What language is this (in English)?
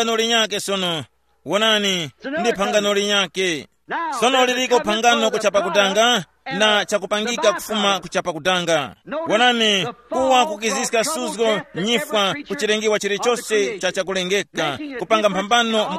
Tumbuka